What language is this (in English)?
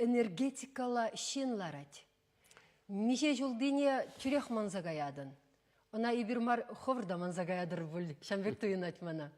Chuvash